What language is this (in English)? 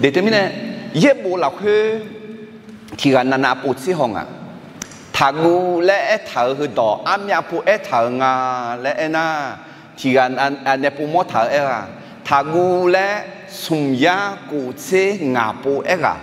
Akha